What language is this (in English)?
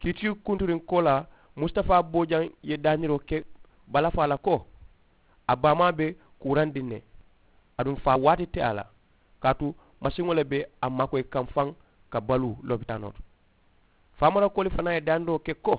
Mandingo